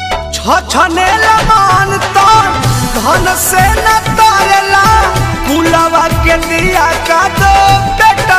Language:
Bhojpuri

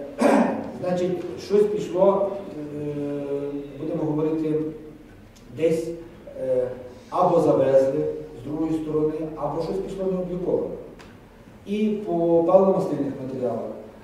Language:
Ukrainian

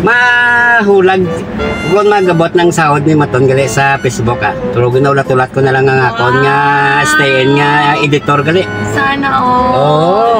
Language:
Hiligaynon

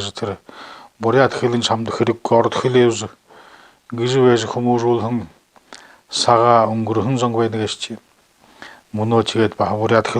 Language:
Buriat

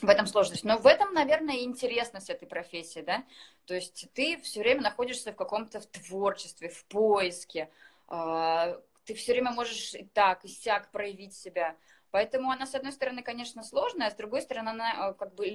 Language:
Russian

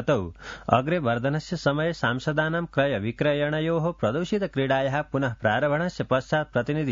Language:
Sanskrit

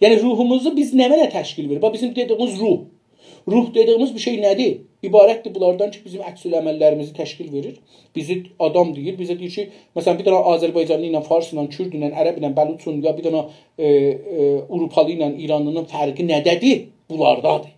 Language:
South Azerbaijani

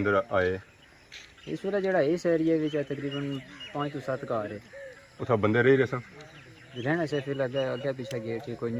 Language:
Pahari-Potwari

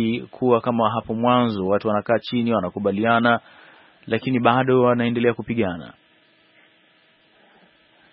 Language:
Swahili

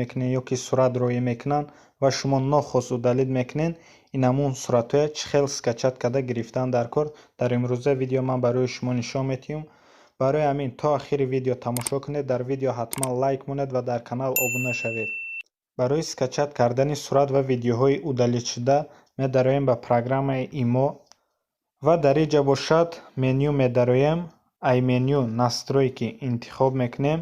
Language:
Tajik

